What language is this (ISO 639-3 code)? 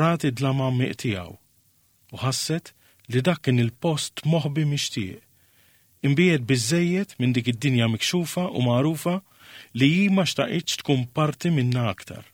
mlt